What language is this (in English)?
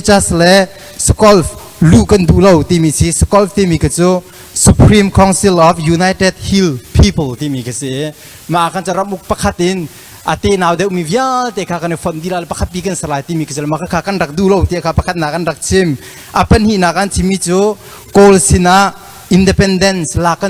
Hakha Chin